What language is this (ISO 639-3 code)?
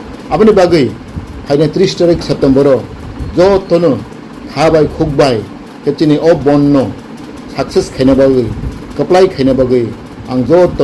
ria